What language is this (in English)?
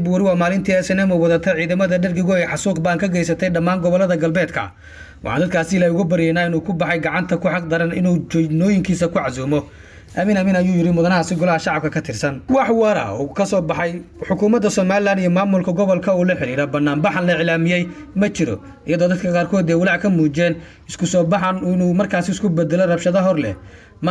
Somali